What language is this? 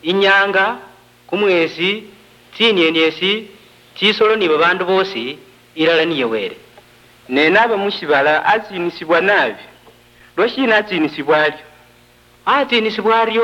Luyia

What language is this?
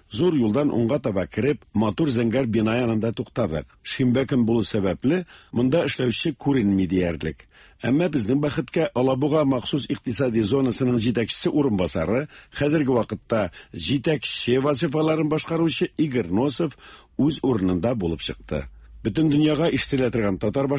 Tatar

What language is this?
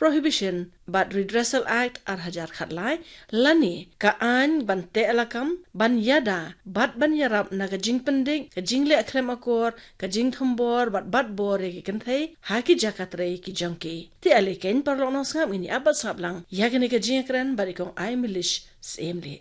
Khasi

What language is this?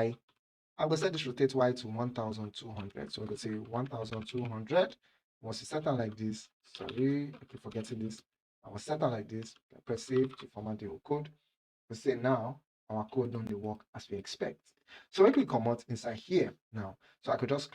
Nigerian Pidgin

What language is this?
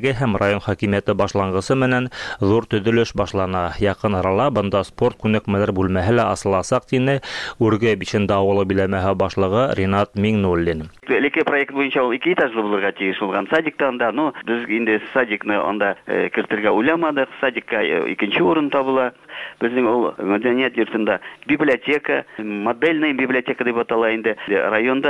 Tatar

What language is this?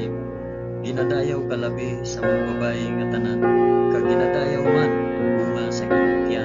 Hiligaynon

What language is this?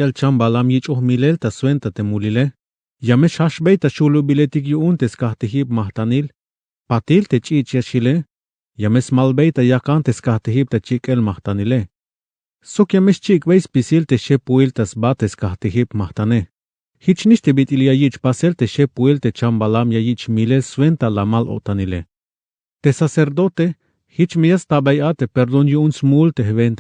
Tzeltal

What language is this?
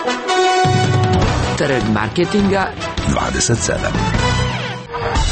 Croatian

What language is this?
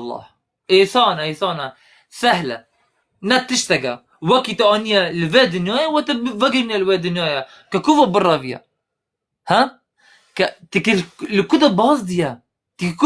Kurdish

